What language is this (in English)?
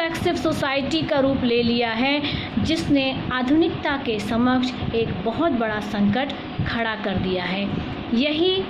Hindi